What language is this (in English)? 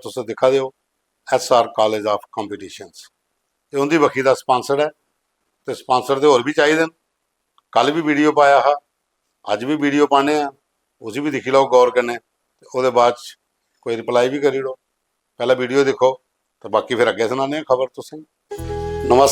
Dogri